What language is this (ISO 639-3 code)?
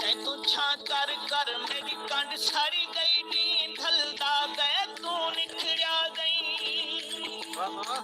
skr